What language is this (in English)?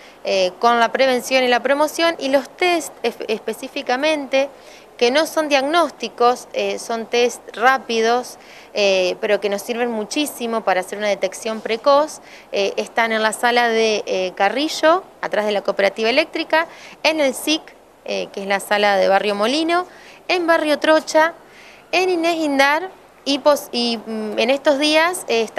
Spanish